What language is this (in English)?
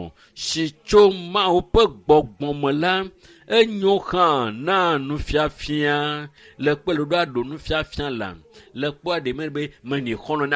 Ewe